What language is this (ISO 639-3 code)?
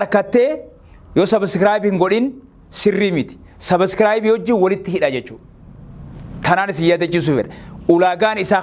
orm